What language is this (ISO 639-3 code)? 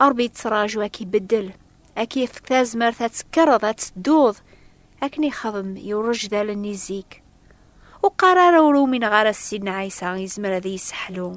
kab